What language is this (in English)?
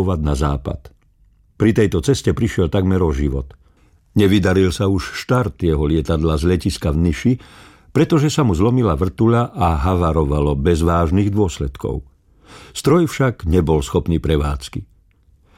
Slovak